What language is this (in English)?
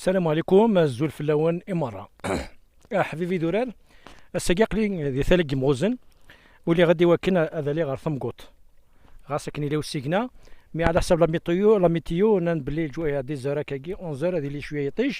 Kabyle